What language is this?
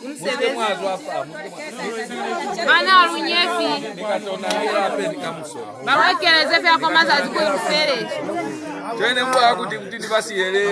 Lozi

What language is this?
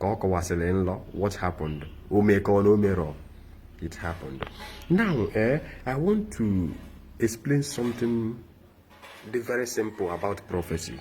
Igbo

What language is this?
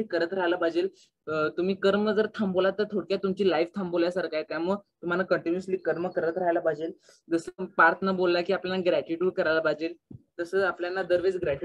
Marathi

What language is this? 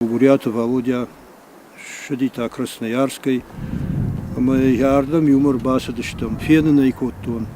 Ossetic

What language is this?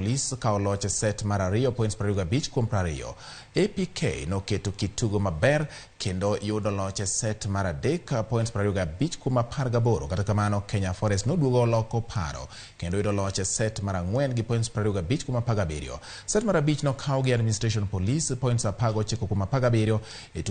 Luo (Kenya and Tanzania)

